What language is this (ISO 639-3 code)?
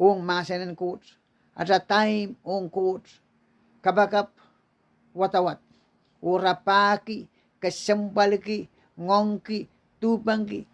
pon